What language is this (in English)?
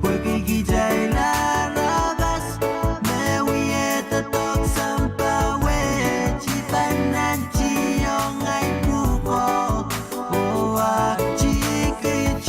Pohnpeian